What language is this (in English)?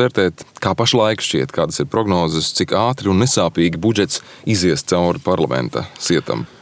Latvian